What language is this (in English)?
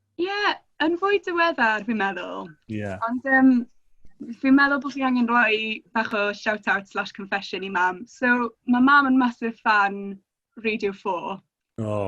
Welsh